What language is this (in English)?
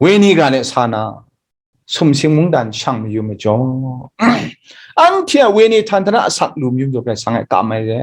Kachin